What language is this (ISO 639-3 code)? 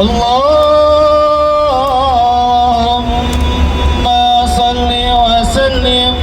bew